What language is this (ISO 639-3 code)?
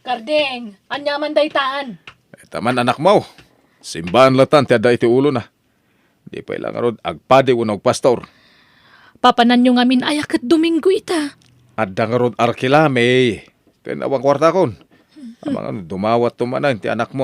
ilo